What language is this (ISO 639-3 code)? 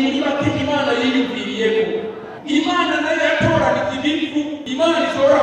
run